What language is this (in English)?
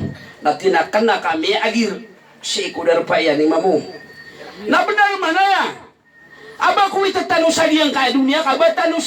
Maranao